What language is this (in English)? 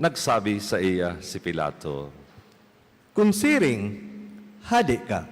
Bikol